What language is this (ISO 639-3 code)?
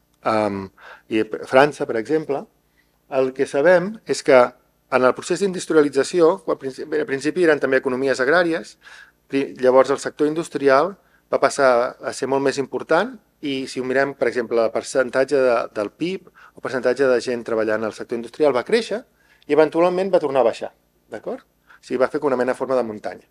cat